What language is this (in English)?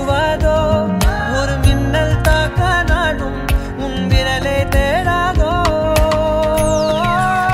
Tamil